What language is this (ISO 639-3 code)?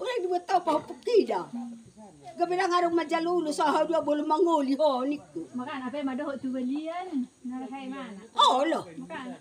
bbc